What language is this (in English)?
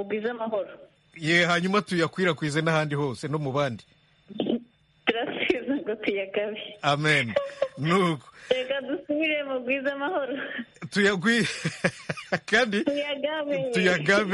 Kinyarwanda